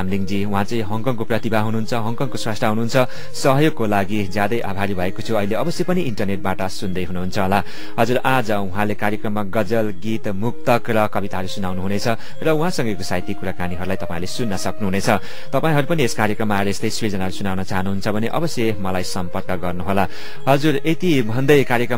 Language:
Nepali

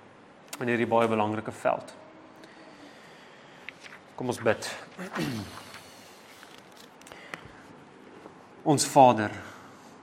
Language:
Afrikaans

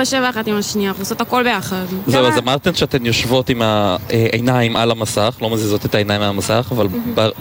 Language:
Hebrew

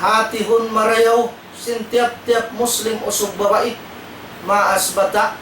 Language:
Tausug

